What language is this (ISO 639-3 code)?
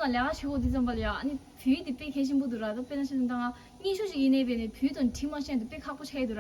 bod